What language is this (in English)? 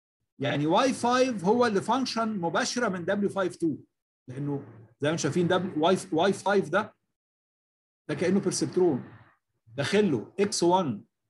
Egyptian Arabic